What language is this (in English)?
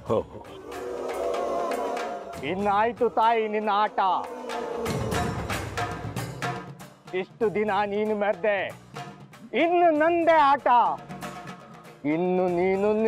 Kannada